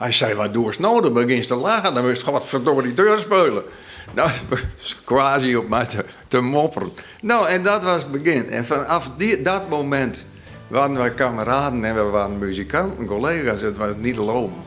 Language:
Western Frisian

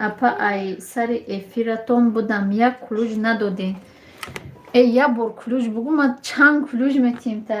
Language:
Tajik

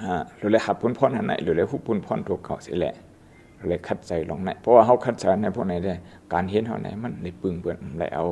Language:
Shan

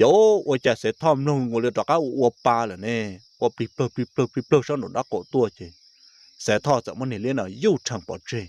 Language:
Hmong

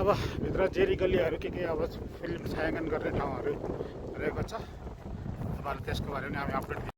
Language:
Nepali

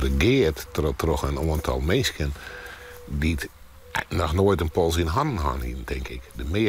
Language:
Western Frisian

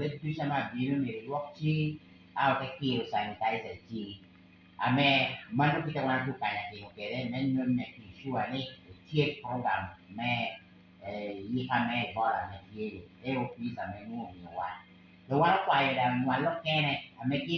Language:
Lango (Uganda)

